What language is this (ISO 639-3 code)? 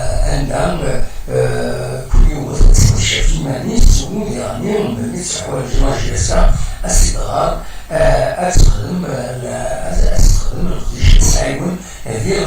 kab